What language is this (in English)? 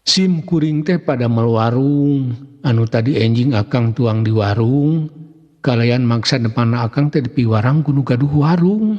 Sundanese